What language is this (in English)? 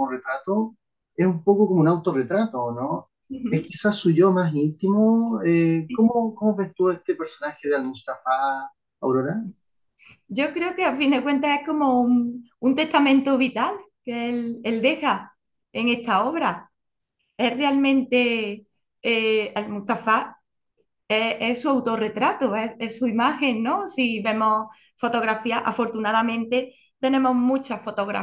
Spanish